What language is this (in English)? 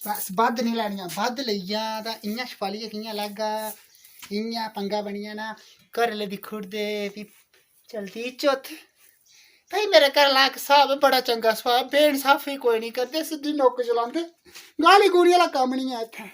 Dogri